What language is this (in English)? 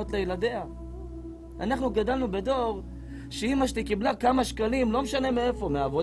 Hebrew